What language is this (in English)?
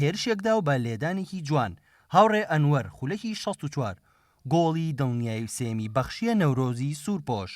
Central Kurdish